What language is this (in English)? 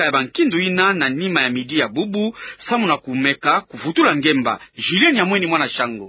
Kituba (Democratic Republic of Congo)